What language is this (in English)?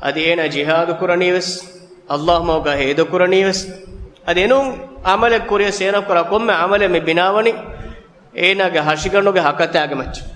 Divehi